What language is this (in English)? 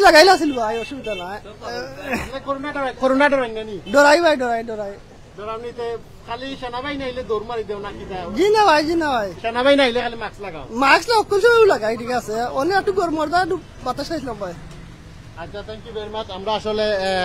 Sylheti